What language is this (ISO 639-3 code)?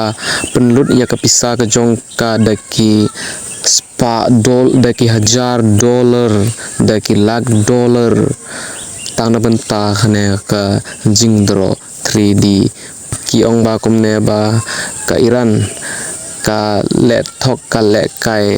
kha